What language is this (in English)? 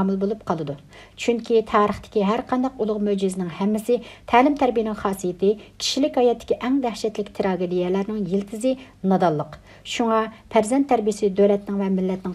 Uyghur